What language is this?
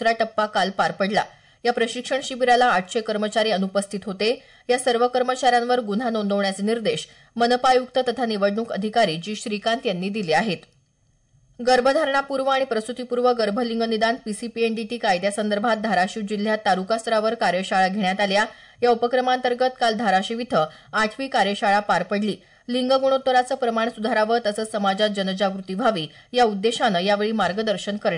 Marathi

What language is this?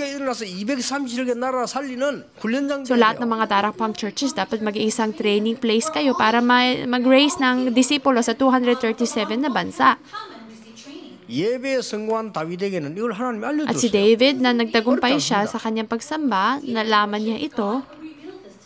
Filipino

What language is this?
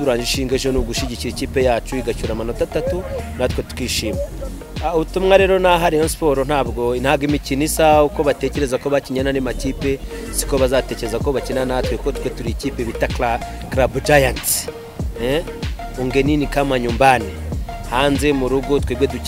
Kinyarwanda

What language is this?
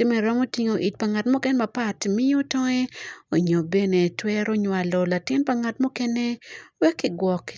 Acoli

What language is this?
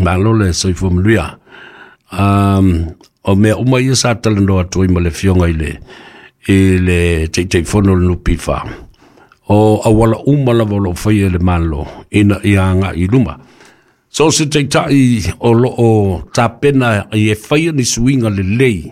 Samoan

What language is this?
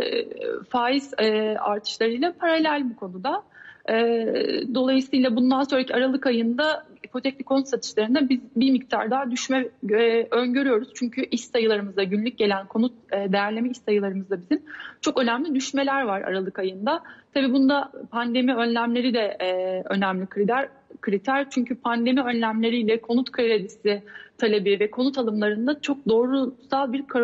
Turkish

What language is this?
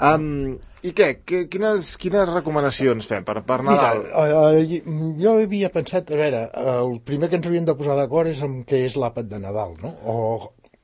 Catalan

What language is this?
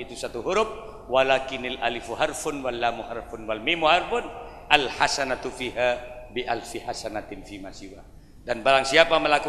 Madurese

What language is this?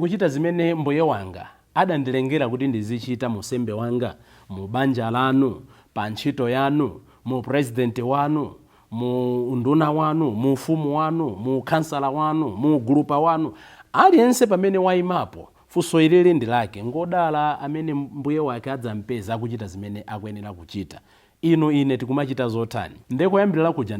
Nyanja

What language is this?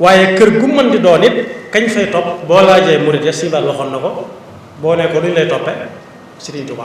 Wolof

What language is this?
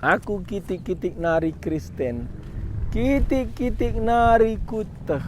Batak Karo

